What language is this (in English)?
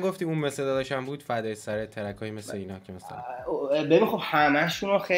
Persian